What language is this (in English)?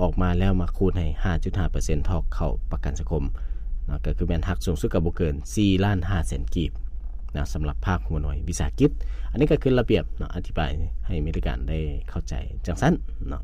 Lao